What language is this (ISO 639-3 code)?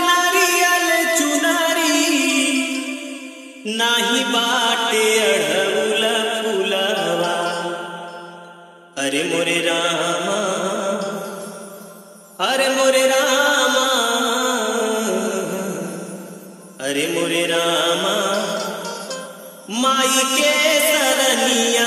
bho